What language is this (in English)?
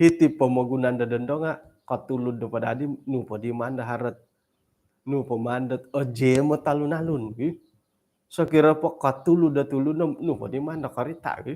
Central Dusun